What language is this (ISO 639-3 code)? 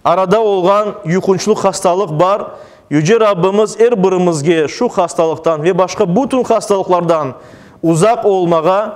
crh